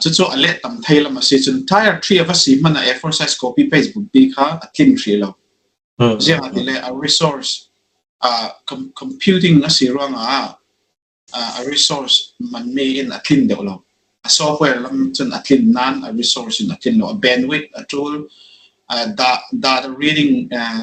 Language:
Falam Chin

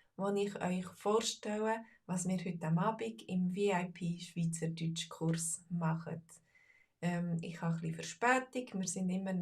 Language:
Swiss German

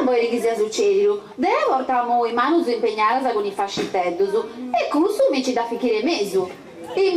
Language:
Sardinian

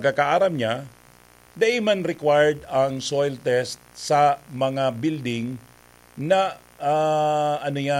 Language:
Bikol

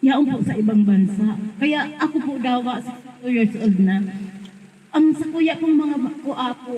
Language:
Bikol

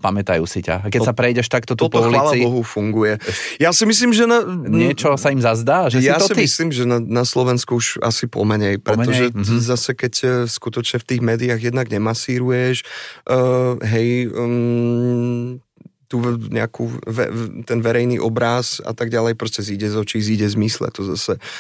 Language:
Slovak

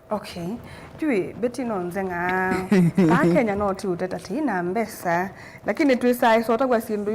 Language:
Kamba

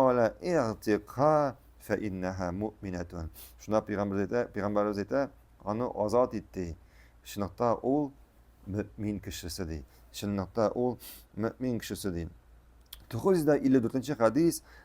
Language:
Tatar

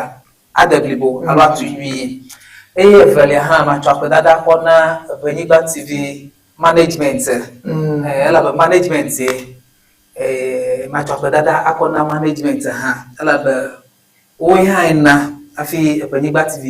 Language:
Ewe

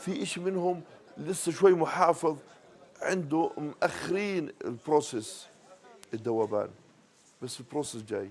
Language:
North Levantine Arabic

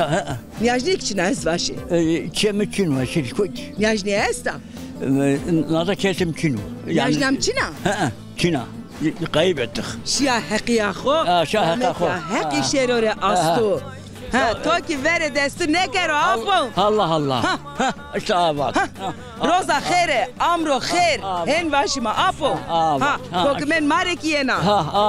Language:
Zaza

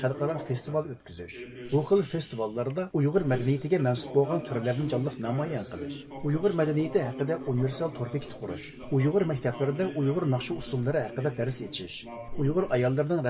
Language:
Uyghur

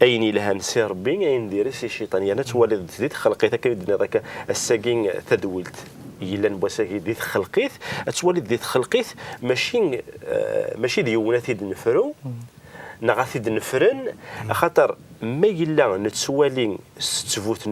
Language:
Kabyle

